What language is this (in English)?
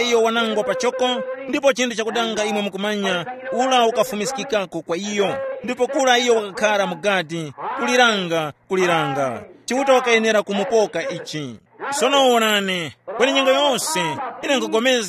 Tumbuka